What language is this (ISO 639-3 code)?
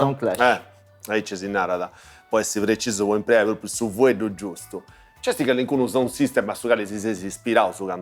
srd